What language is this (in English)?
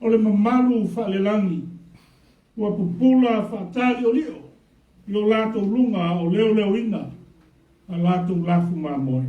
Samoan